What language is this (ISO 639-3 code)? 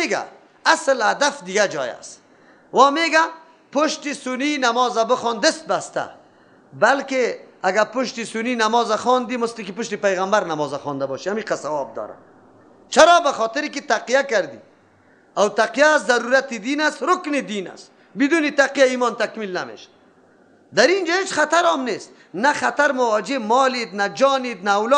fas